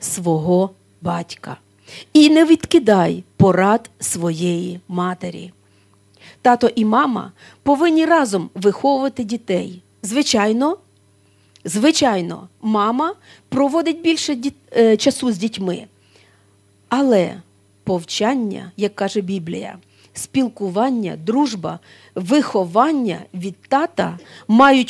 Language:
Ukrainian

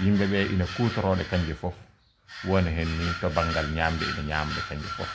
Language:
Fula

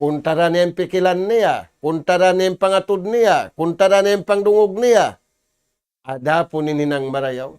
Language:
Tausug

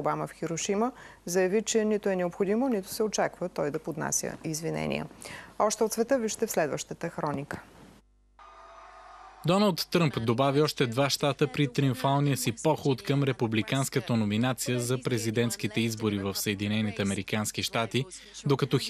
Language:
Bulgarian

